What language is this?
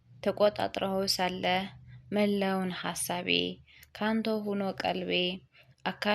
Amharic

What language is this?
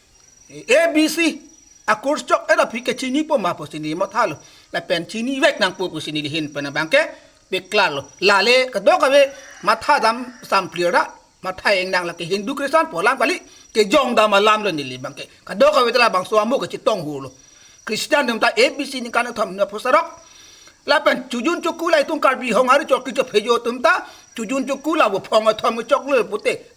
Karbi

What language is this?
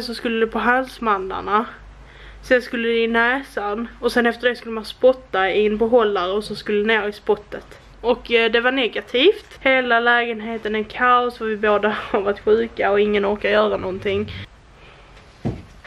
Swedish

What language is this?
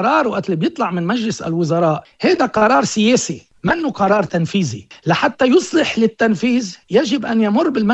North Levantine Arabic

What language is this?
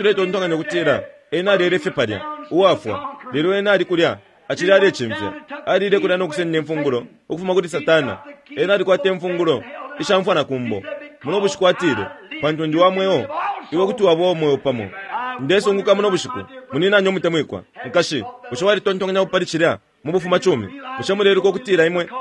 Bemba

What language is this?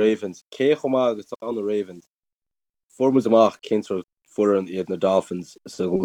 Irish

